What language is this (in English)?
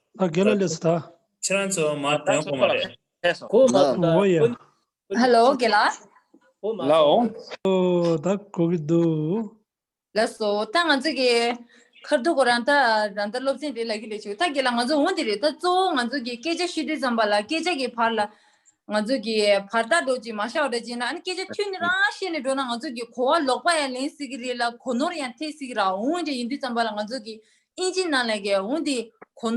Tibetan